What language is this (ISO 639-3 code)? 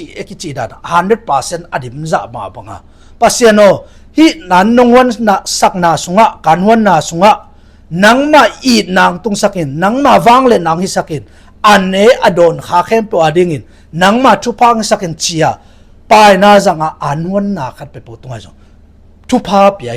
ctd